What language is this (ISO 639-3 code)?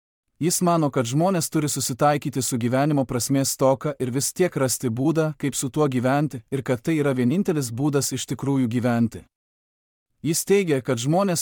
lit